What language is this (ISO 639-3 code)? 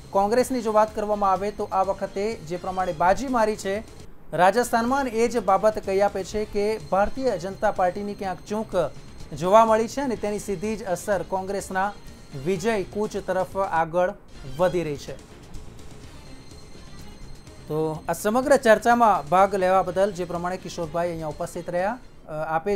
guj